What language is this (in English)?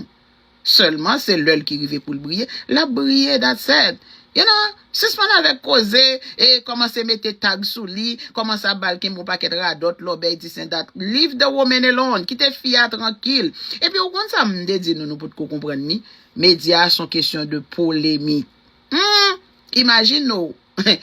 Haitian Creole